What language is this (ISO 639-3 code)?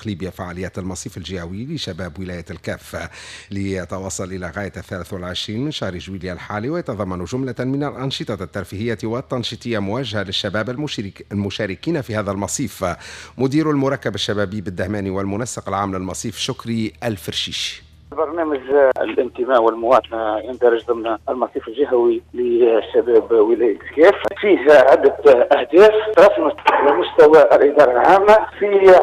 aeb